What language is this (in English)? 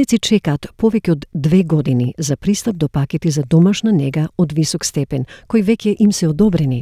Macedonian